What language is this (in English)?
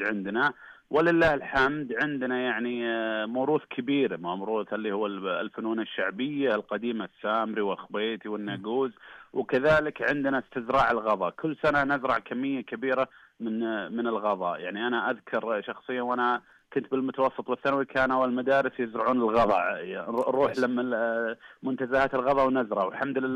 Najdi Arabic